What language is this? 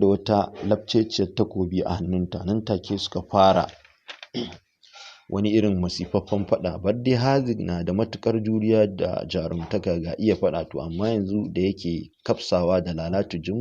Hausa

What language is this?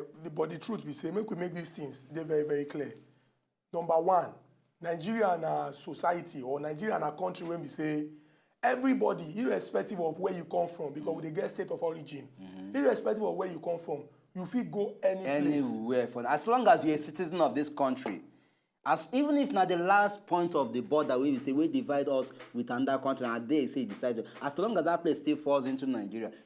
Nigerian Pidgin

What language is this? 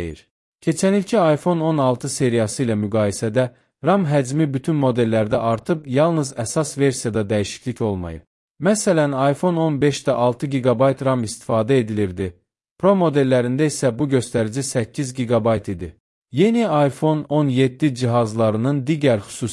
Azerbaijani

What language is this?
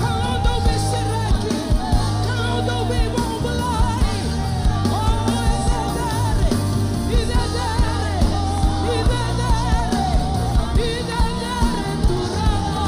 Fijian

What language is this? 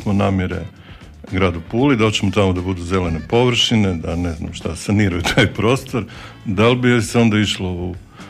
Croatian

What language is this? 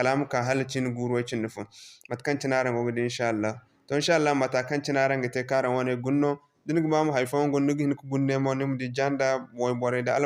Zarma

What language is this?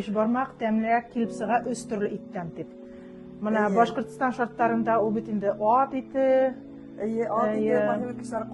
Bashkir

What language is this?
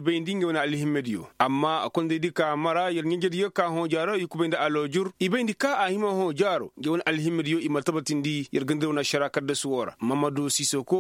Koyraboro Senni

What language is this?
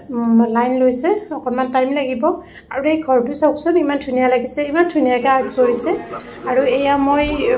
Assamese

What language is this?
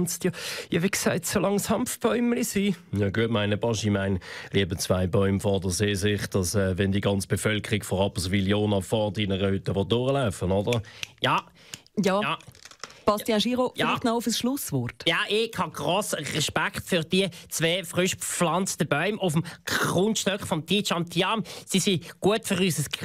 Swiss German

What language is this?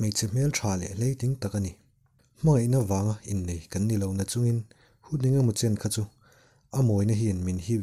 Mizo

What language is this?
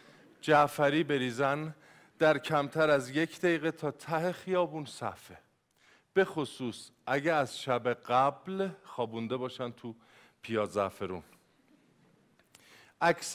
Persian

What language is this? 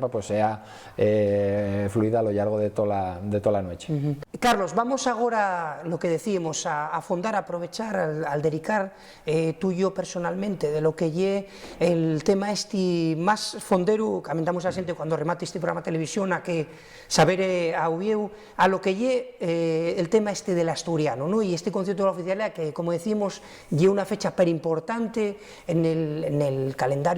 Asturian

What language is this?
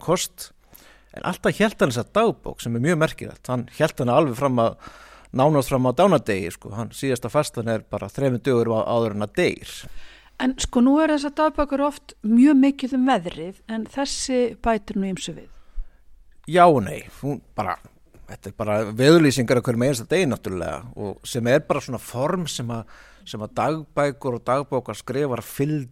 Icelandic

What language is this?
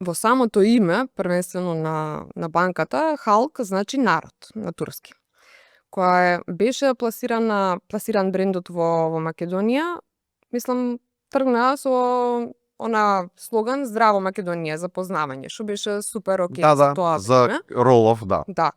Macedonian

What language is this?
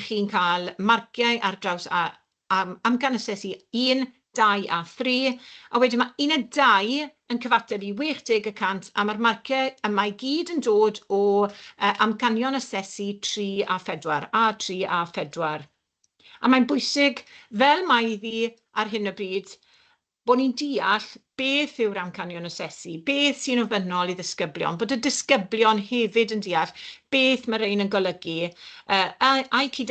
Welsh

